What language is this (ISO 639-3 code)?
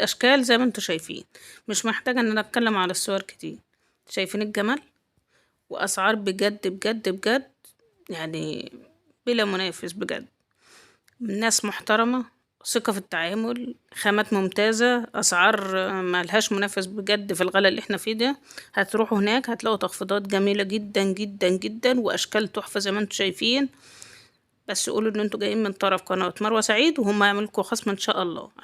arz